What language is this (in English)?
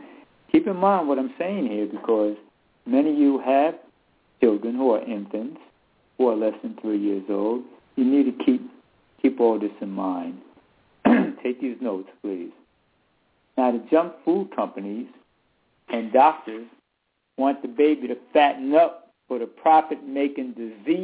English